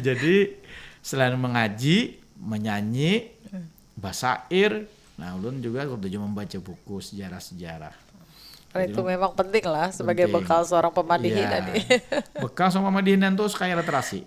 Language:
Banjar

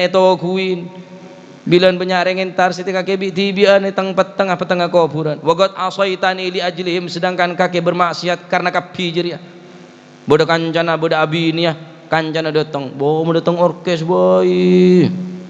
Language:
Madurese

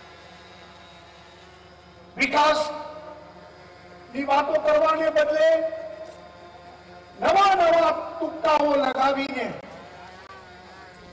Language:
Gujarati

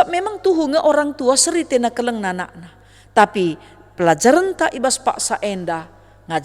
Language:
Batak Karo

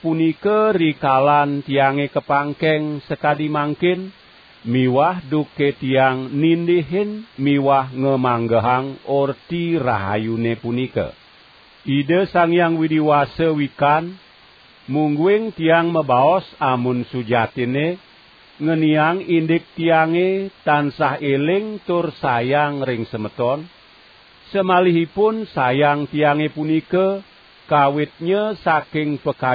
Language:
Balinese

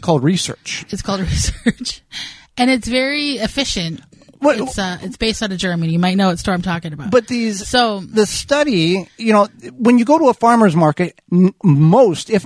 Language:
English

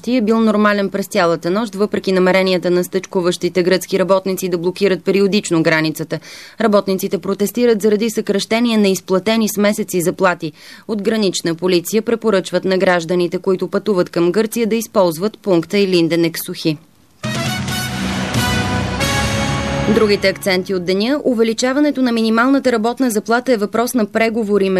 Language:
Bulgarian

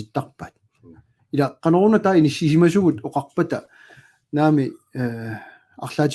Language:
Kalaallisut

